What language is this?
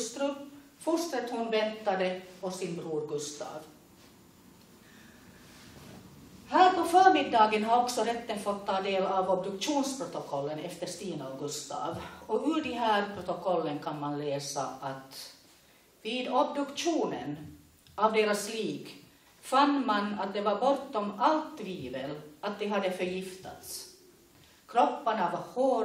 Swedish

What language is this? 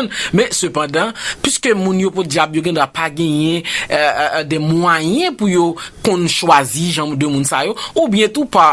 Haitian Creole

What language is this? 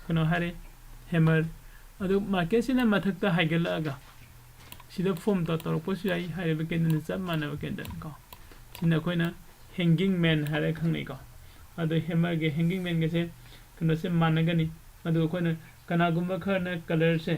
Manipuri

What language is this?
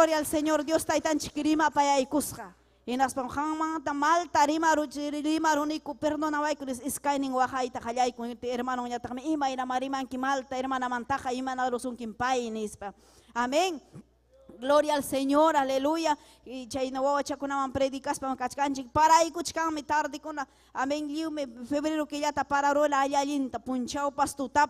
Ayacucho Quechua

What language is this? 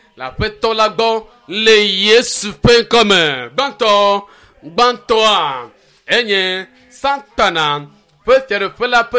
Ewe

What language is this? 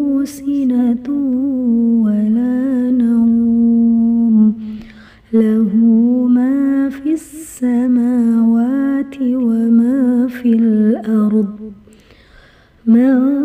Arabic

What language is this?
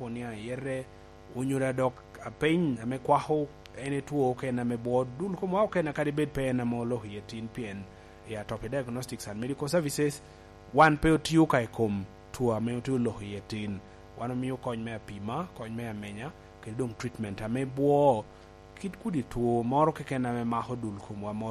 Lango (Uganda)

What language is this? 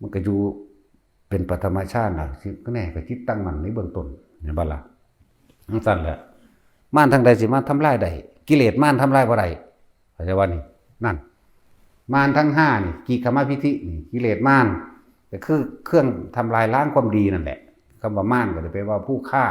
Northeastern Thai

